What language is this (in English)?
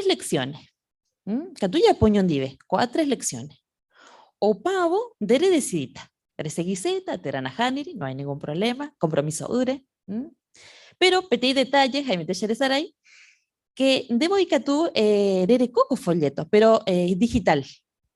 Guarani